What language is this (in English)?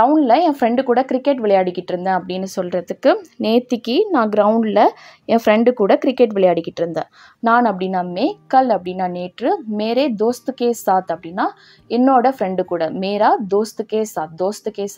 Tamil